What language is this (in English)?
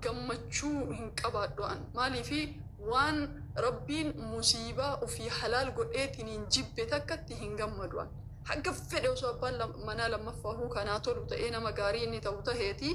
Oromo